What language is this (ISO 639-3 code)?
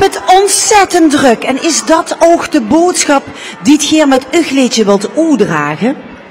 lim